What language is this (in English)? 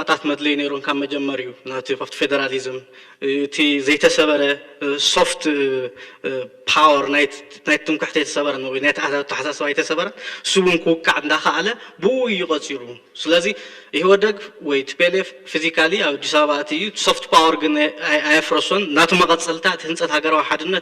Tigrinya